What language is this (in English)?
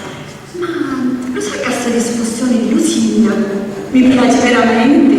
Sicilian